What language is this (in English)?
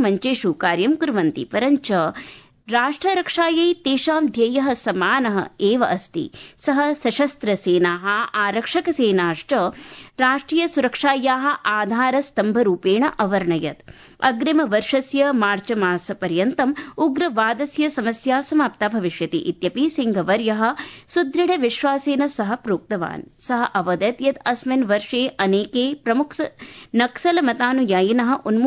Sanskrit